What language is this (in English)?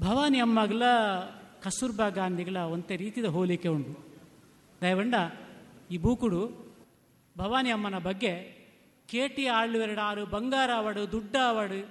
Tulu